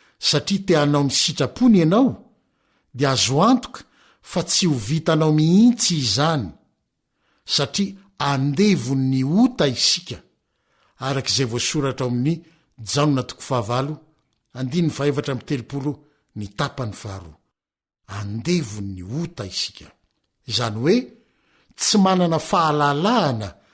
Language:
Malagasy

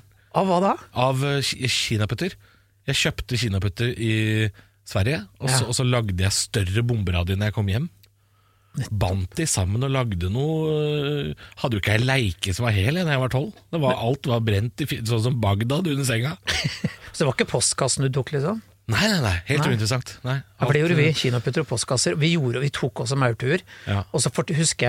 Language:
Norwegian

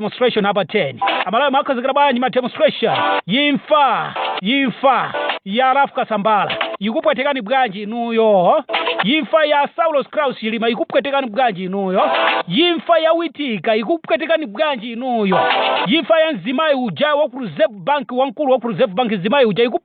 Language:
Nyanja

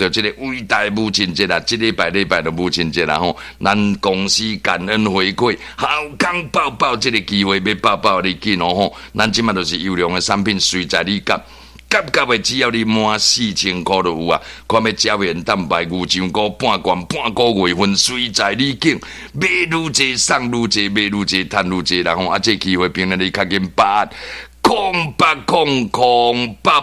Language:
Min Nan Chinese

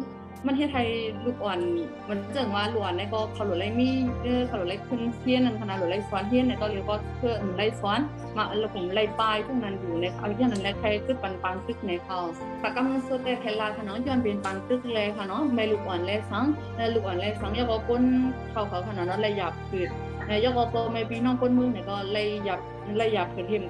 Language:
Shan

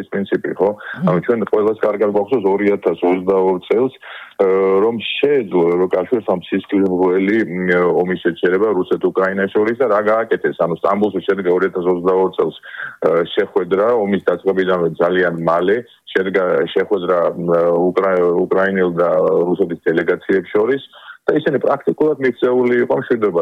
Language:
Georgian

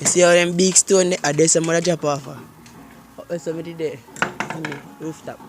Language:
Jamaican Creole English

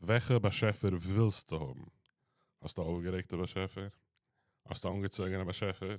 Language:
Yiddish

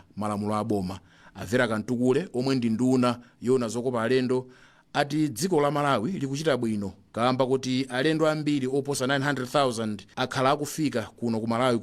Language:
Nyanja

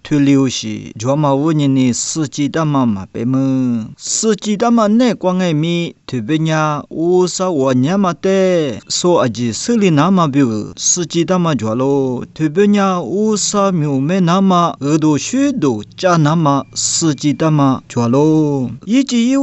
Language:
Lisu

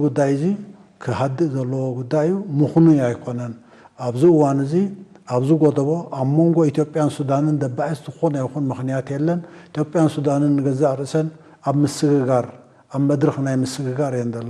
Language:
Tigrinya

